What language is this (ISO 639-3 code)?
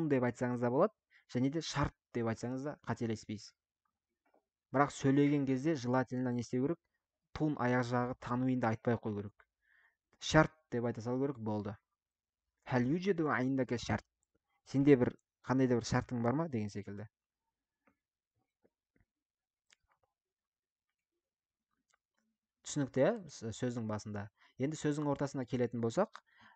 kaz